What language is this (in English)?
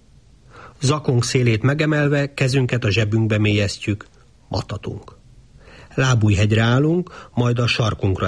Hungarian